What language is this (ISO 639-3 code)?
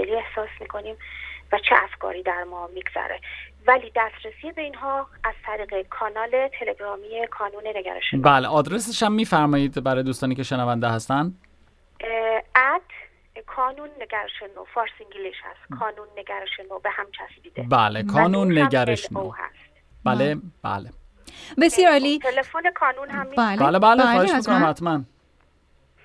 fas